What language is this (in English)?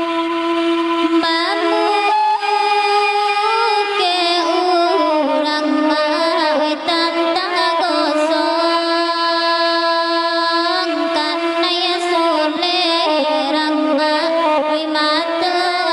Minangkabau